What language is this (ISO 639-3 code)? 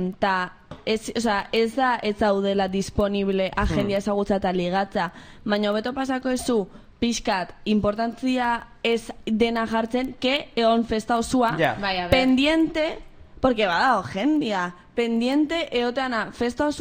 eus